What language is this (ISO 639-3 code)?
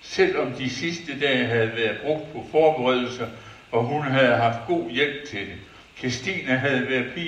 dan